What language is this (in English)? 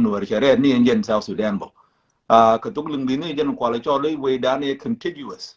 Nuer